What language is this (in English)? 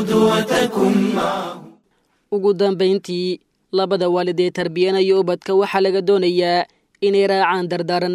Somali